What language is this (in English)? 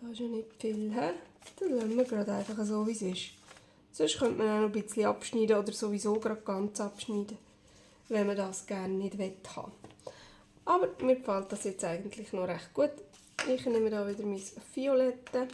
Swiss German